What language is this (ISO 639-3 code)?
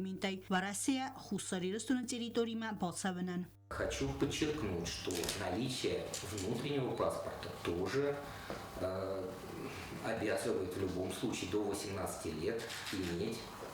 oss